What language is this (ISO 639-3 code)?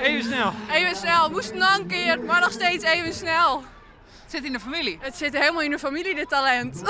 fry